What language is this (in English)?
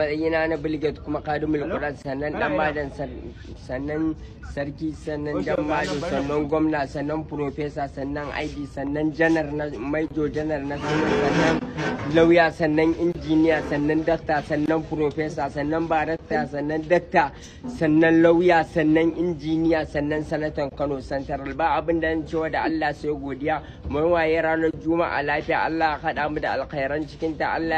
Hausa